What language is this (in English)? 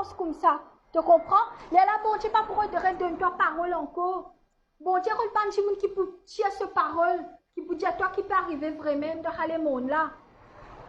Morisyen